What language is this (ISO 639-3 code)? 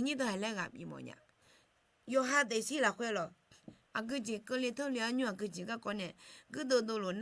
ahk